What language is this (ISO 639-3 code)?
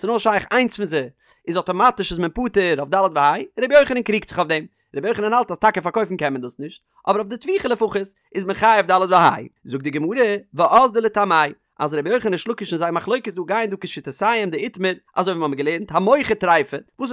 yid